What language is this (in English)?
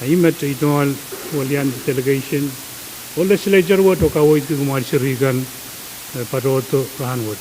Pohnpeian